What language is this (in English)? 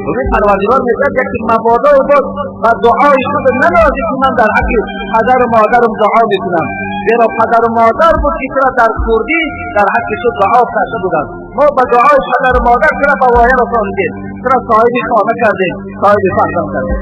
Tajik